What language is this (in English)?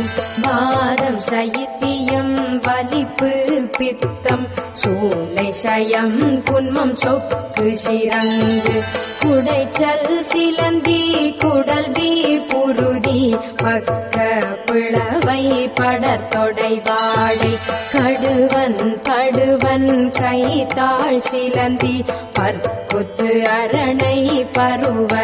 Tamil